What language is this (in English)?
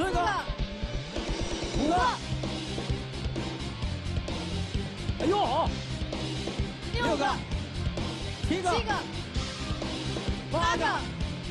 Chinese